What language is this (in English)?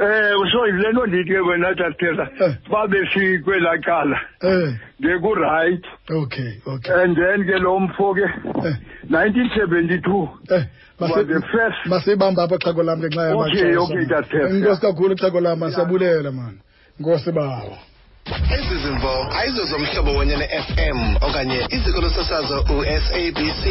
Xhosa